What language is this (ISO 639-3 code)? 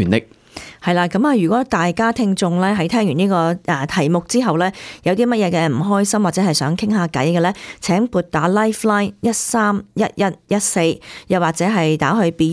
yue